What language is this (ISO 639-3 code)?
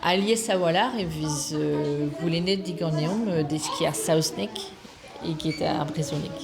bre